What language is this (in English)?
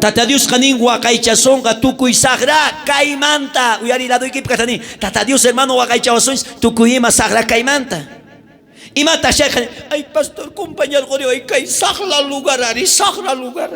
South Bolivian Quechua